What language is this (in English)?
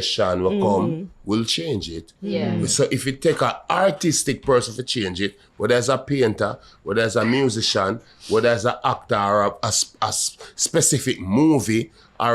Jamaican Creole English